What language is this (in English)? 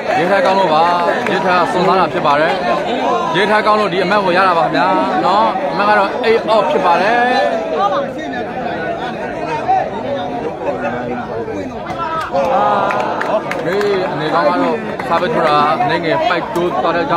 Burmese